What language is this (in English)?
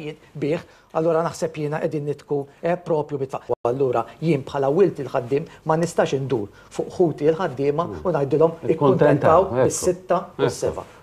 Maltese